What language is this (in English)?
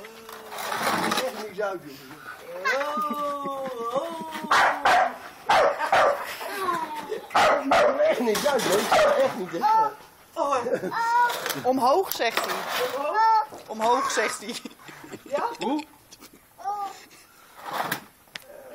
Dutch